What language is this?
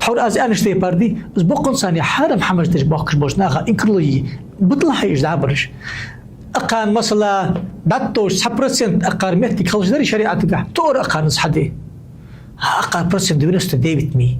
Ingush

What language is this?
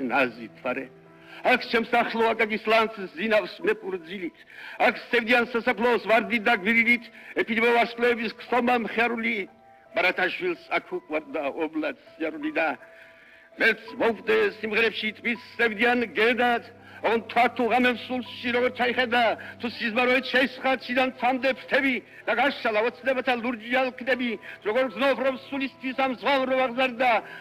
Georgian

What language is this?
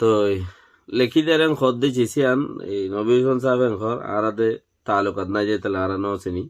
Rohingya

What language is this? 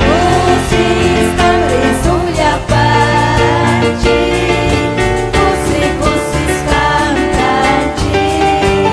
Ayacucho Quechua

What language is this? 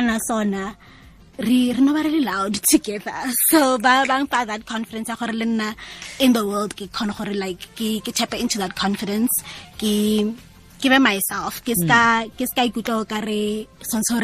Tswana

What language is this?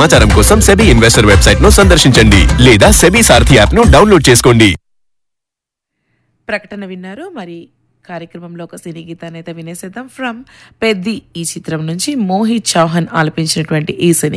Telugu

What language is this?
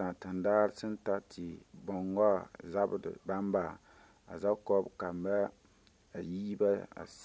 Mossi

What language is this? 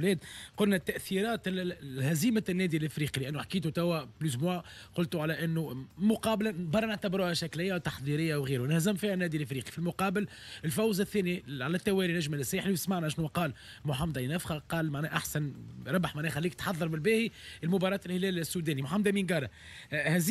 Tunisian Arabic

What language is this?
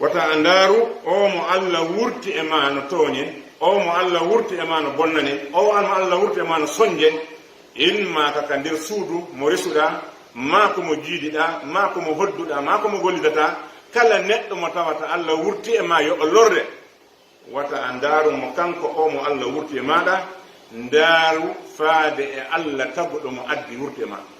Pular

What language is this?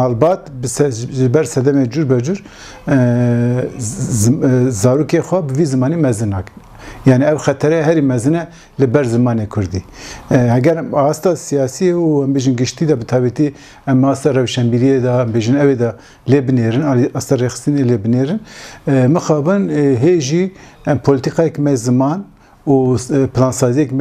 Kurdish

